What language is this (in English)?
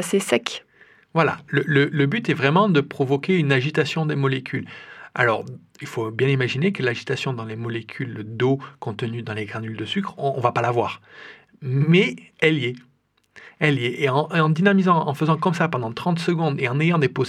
French